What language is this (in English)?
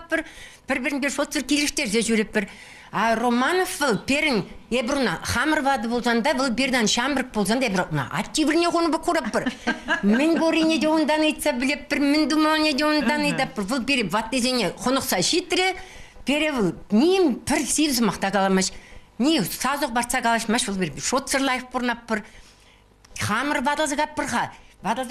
Chuvash